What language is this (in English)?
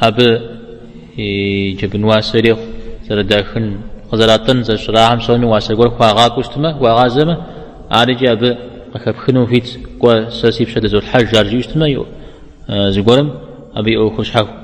Kabardian